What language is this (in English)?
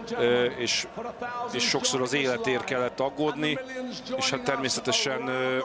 Hungarian